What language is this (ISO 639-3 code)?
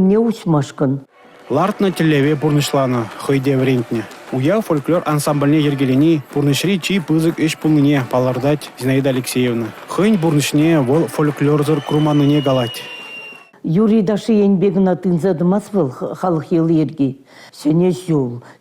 chv